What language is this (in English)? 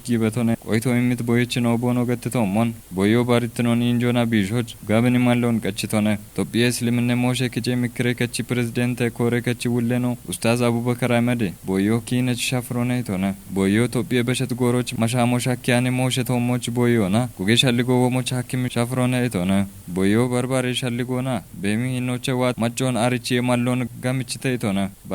Kafa